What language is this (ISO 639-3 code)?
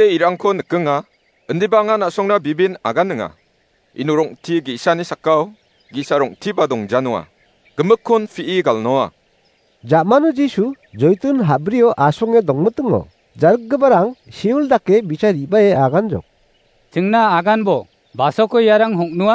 grt